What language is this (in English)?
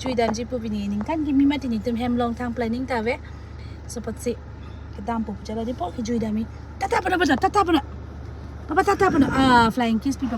Karbi